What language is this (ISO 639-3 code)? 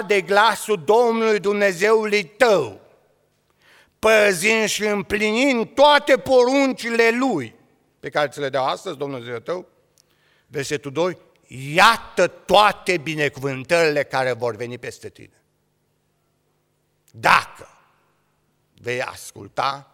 ron